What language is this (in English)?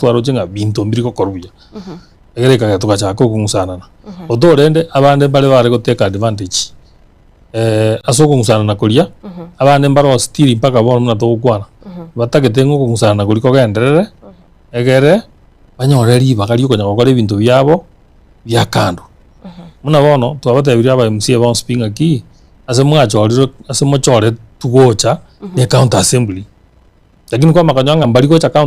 Gusii